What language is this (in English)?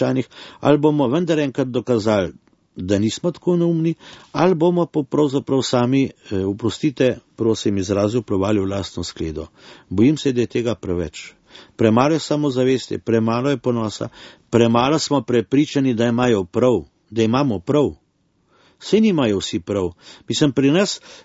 Slovenian